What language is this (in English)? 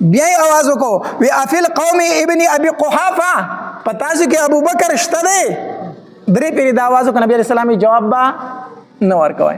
Pashto